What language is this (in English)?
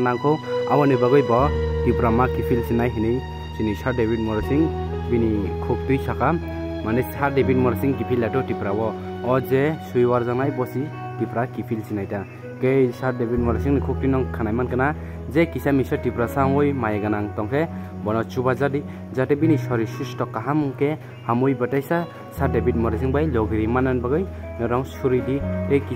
Kok Borok